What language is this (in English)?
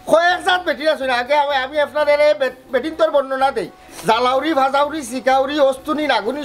Sylheti